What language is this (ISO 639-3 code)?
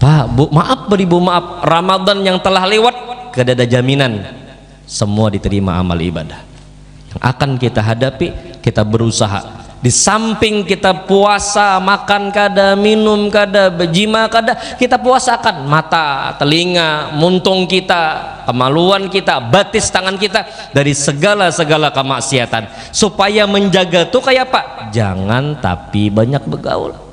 bjn